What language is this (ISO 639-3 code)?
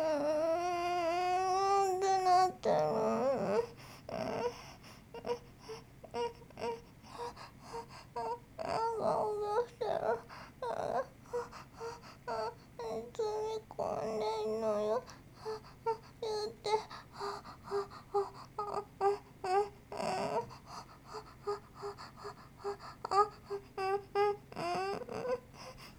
jpn